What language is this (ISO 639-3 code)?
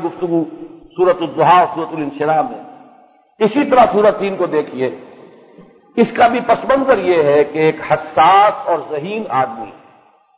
urd